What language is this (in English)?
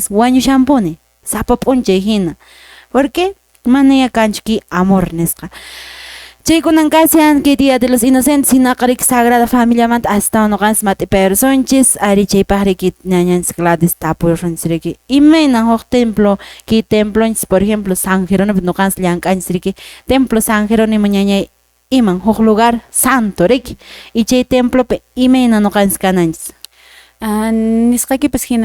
Quechua